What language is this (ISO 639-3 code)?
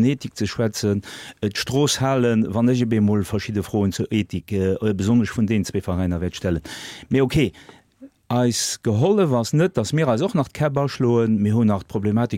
ltz